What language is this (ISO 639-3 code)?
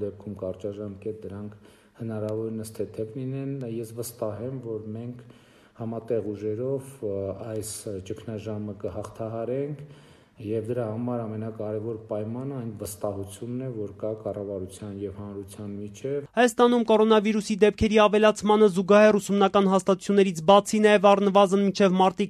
hye